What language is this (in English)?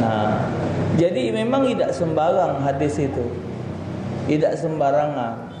Musi